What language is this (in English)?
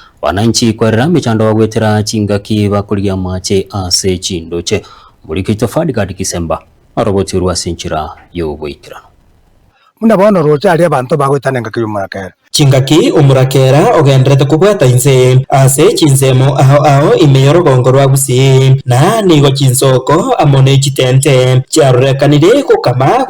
Gusii